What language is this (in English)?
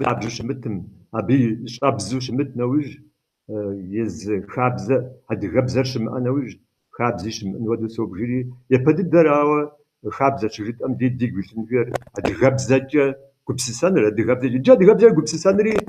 Kabardian